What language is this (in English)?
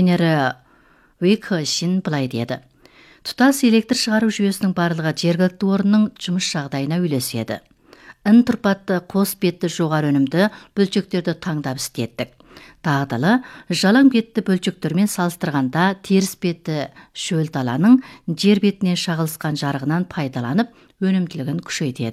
Kazakh